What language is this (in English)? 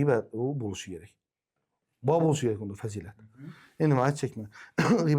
Uzbek